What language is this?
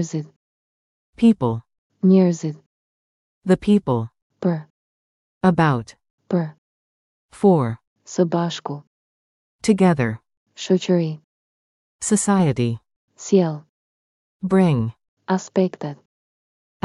Albanian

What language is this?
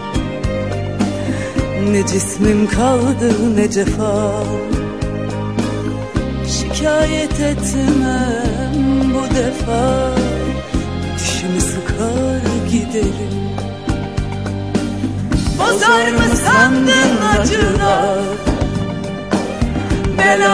Turkish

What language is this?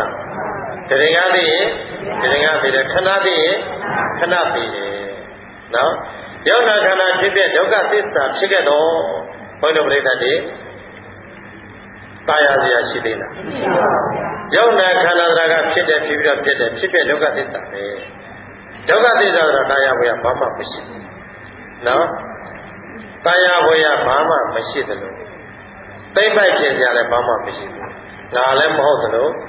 Burmese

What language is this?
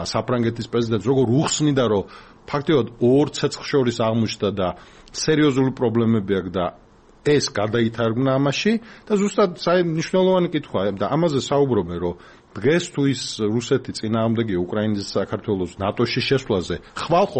Georgian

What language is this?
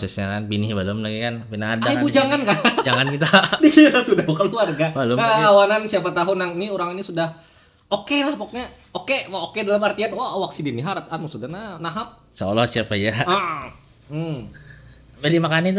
Banjar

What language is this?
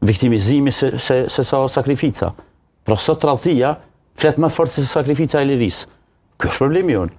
Albanian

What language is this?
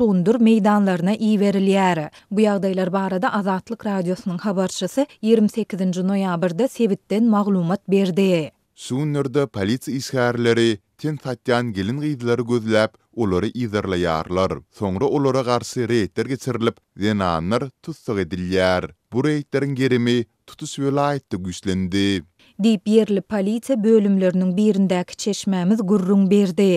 Turkmen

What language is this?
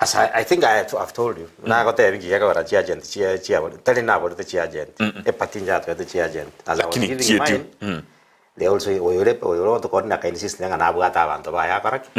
Gusii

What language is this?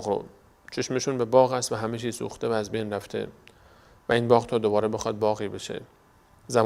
Persian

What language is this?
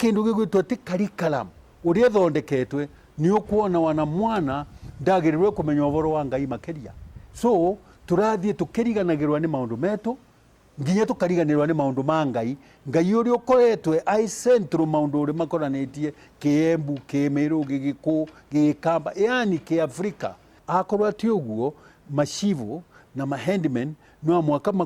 Meru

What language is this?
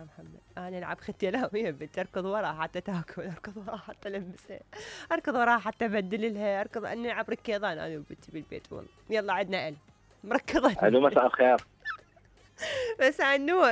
Mesopotamian Arabic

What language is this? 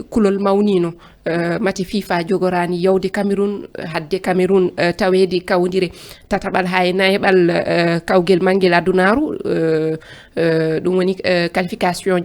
Fula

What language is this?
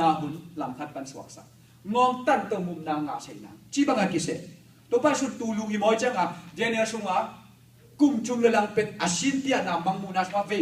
Tedim Chin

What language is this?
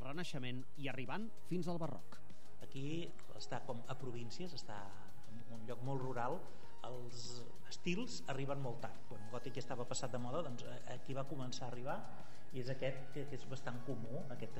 Catalan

